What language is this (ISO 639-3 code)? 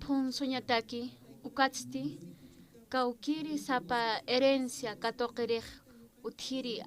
aym